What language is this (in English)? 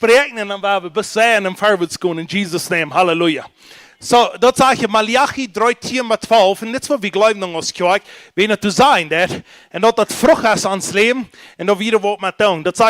Plautdietsch